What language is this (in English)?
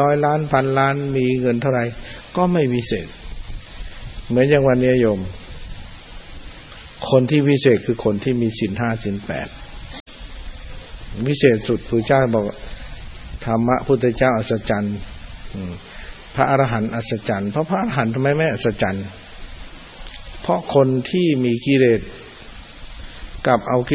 Thai